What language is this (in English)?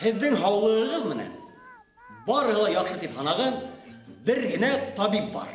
Bashkir